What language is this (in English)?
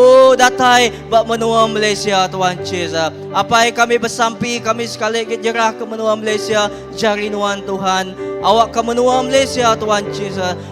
Iban